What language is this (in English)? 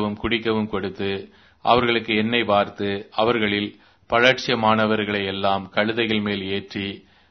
Tamil